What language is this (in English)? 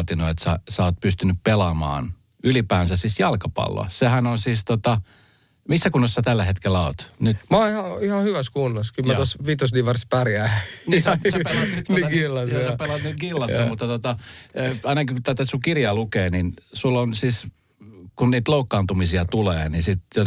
Finnish